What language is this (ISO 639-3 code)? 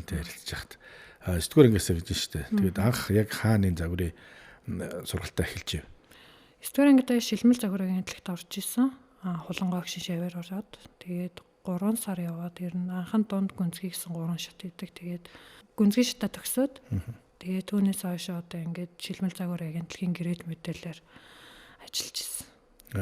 mon